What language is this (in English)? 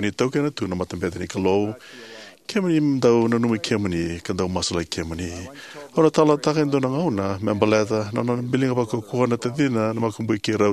Fijian